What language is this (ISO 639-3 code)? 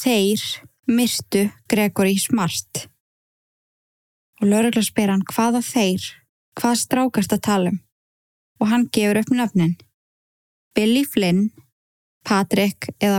isl